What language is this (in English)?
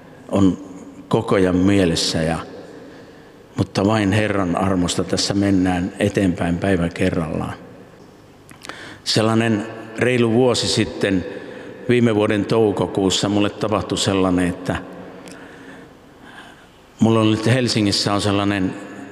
Finnish